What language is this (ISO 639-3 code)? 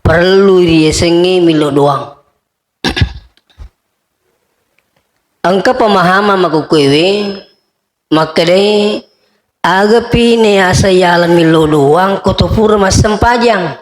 bug